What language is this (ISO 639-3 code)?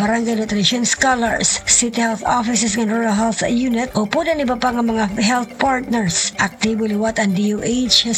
war